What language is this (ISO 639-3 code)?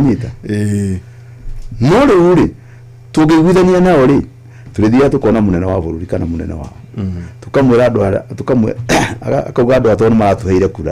kik